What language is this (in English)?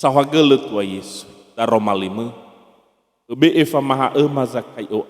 Nias